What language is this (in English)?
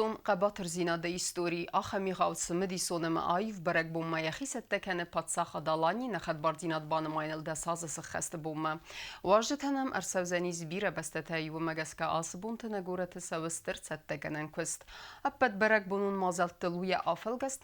Ossetic